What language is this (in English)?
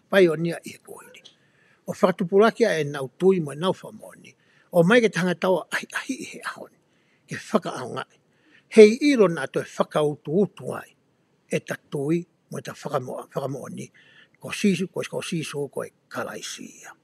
Tongan